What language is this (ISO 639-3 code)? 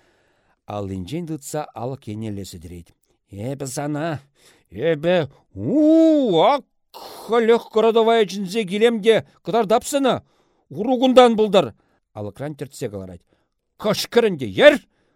chv